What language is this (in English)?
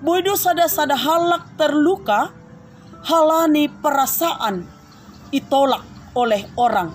Batak Simalungun